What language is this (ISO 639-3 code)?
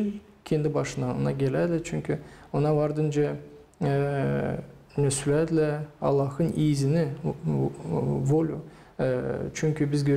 gag